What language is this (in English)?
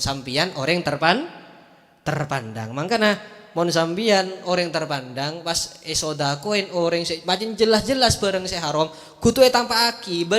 Madurese